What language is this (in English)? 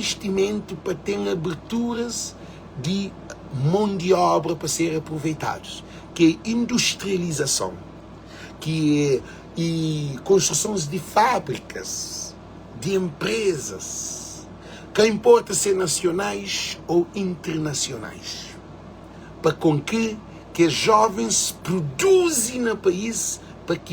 Kabuverdianu